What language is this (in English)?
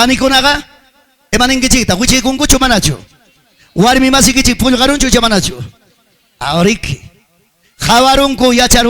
Ayacucho Quechua